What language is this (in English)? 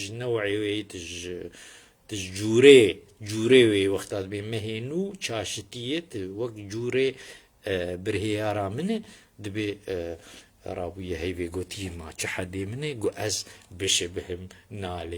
Kurdish